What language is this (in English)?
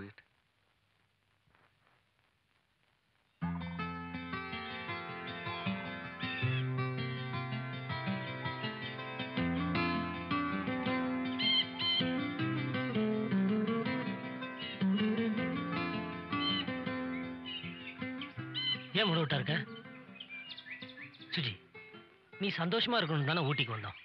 Tamil